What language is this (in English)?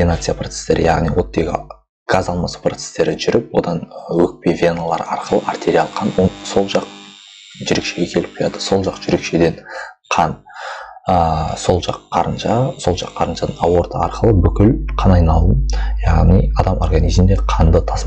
Kazakh